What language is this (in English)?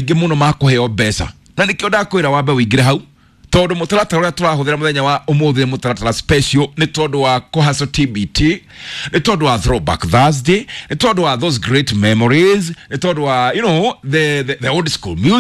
Kikuyu